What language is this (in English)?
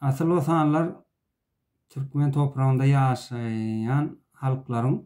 Turkmen